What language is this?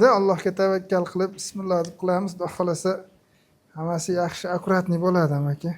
Uzbek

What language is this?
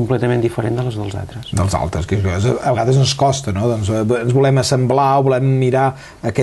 Catalan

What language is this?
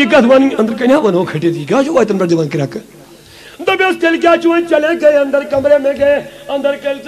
Kashmiri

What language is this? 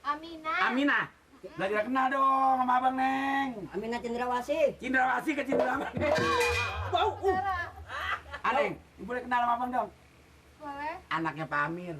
Betawi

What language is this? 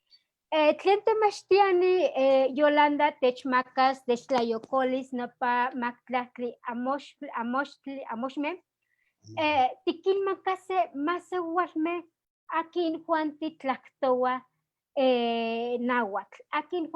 Eastern Huasteca Nahuatl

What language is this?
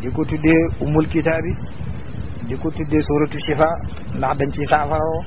Wolof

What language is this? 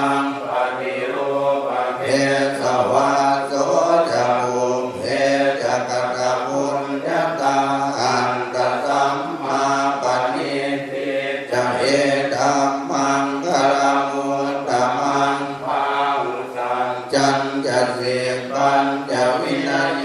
Pali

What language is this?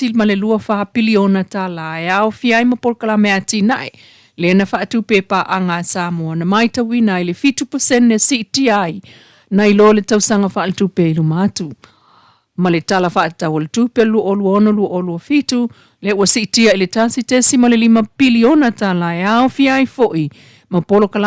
Samoan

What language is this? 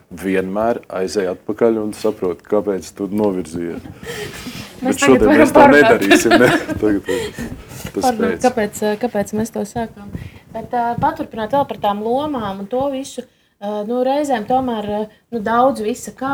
Latvian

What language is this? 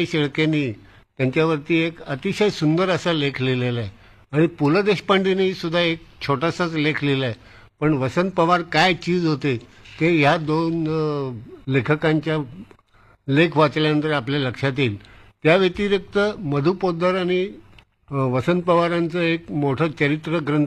Marathi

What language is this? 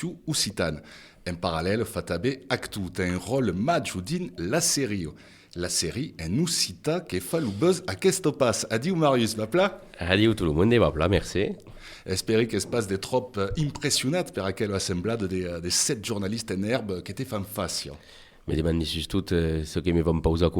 Occitan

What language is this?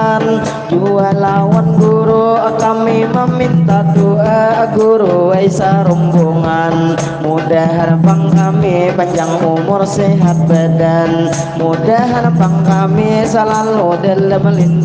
Banjar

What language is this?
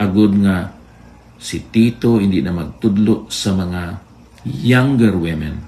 Hiligaynon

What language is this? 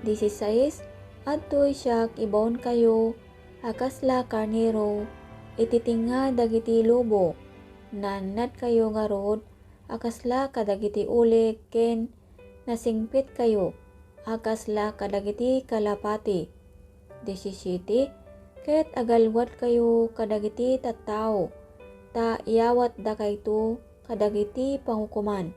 Iloko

